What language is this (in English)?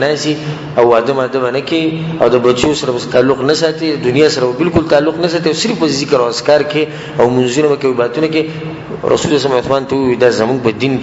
Pashto